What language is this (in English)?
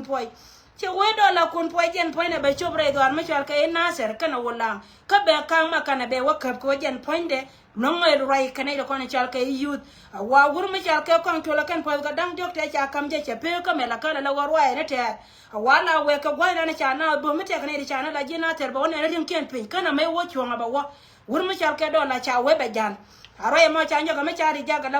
Nuer